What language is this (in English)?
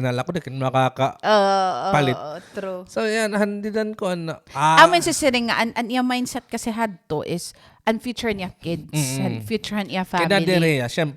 Waray